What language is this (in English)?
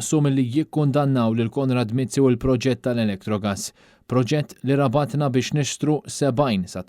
Maltese